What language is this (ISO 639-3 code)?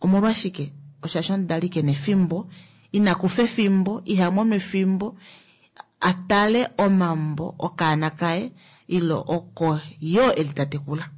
kua